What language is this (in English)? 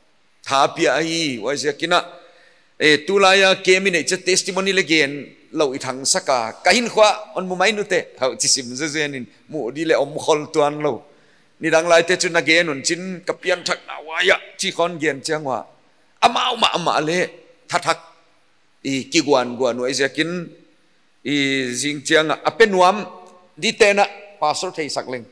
Paite Chin